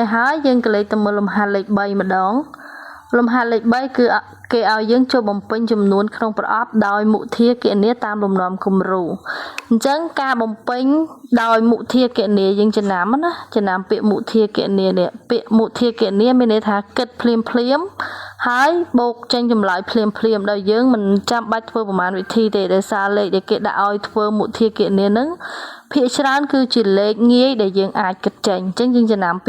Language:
Khmer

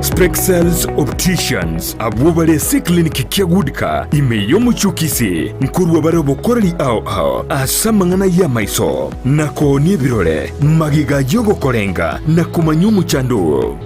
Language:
Gusii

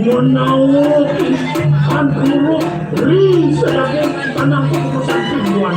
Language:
Balinese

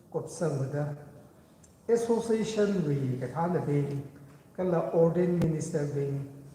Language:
Tangkhul Naga (India)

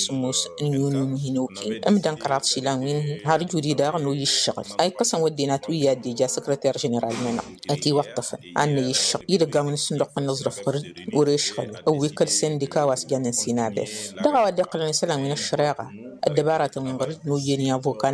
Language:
Tamasheq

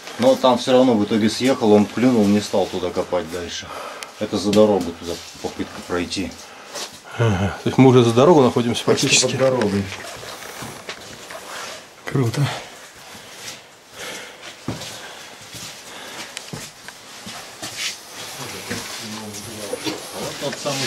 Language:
Russian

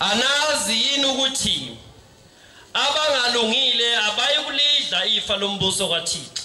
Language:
Zulu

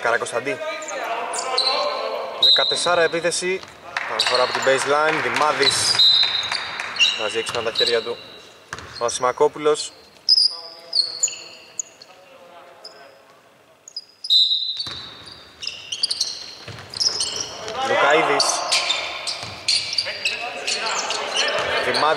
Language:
Greek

